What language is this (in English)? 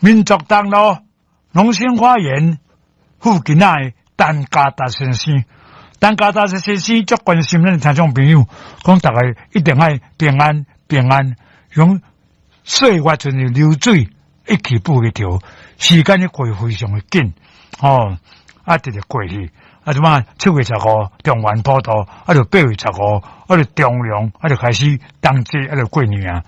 Min Nan Chinese